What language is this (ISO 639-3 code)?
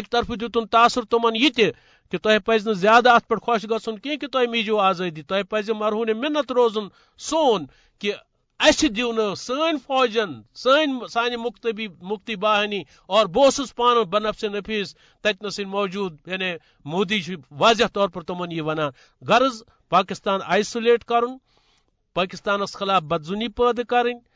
kas